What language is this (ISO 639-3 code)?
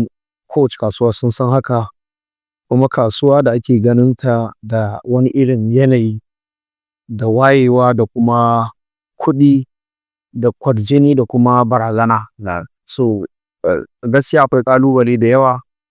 hau